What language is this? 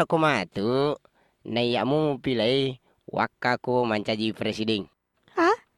Buginese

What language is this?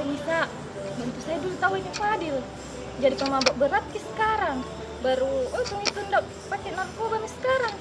Makassar Malay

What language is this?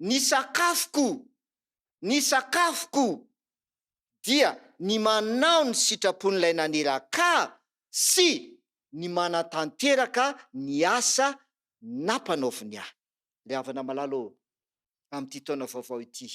Malagasy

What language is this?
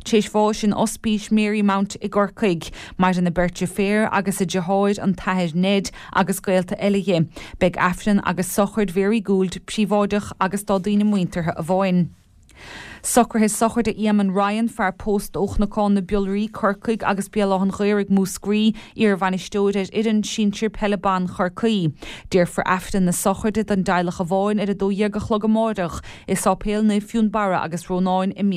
Irish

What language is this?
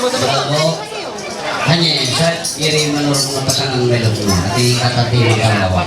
Ma'anyan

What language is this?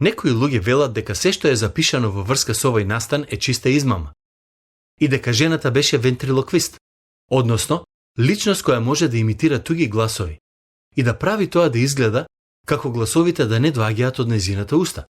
Macedonian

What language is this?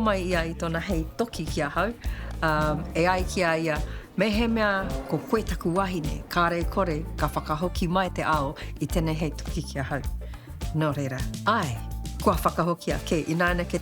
Māori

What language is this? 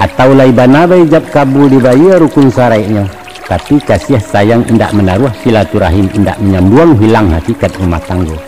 Minangkabau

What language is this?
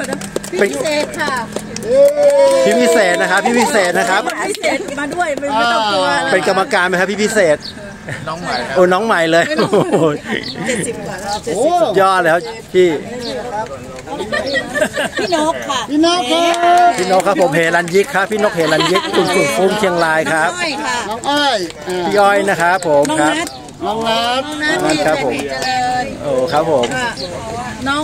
Thai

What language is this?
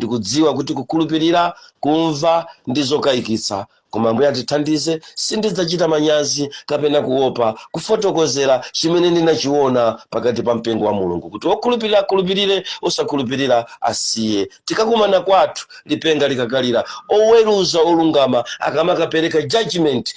Nyanja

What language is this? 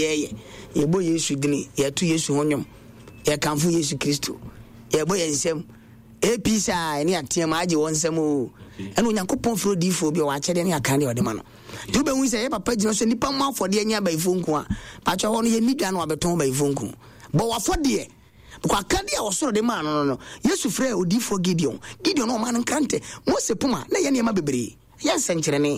Akan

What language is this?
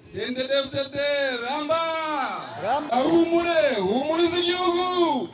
Rundi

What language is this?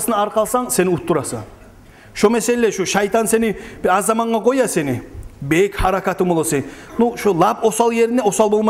Kumyk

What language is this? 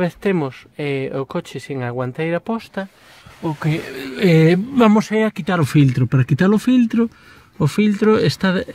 Galician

